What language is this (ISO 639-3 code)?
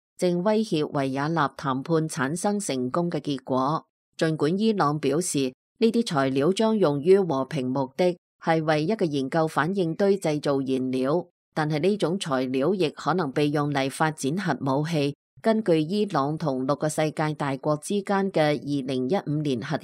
yue